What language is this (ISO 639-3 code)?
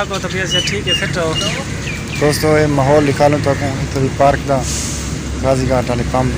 skr